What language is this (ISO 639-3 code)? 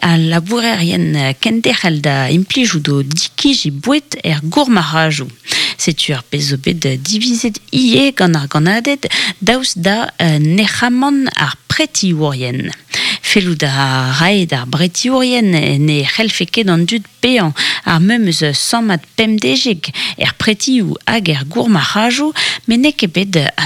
bre